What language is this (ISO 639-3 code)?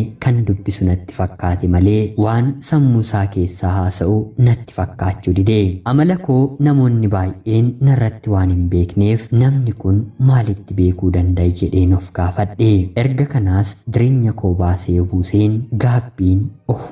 orm